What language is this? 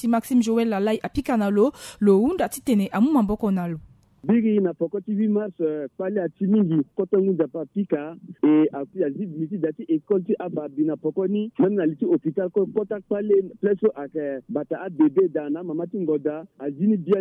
Sango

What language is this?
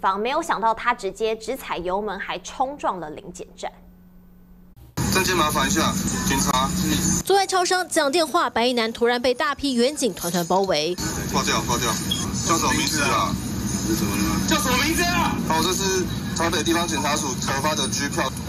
Chinese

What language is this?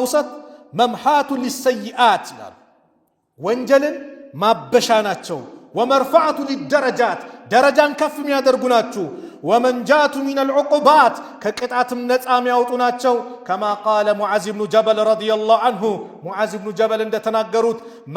Amharic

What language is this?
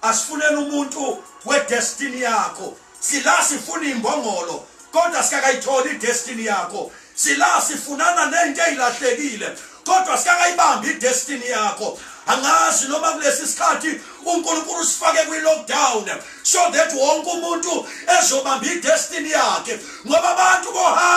Zulu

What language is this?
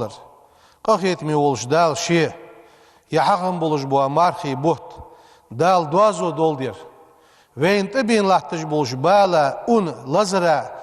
Ingush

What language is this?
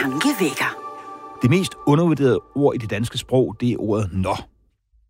Danish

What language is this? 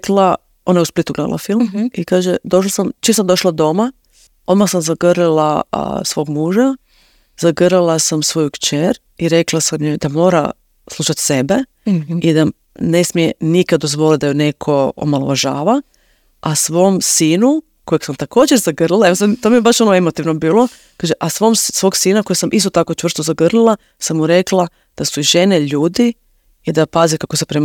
Croatian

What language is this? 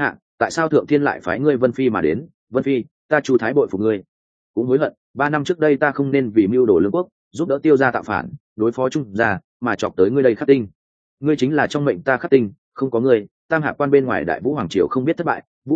Vietnamese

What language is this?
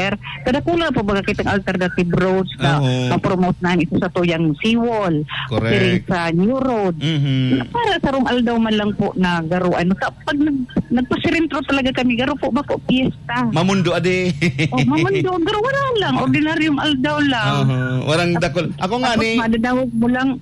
Bikol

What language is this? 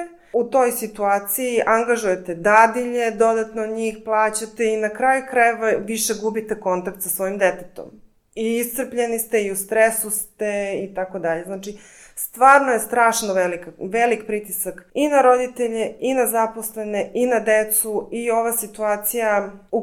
Serbian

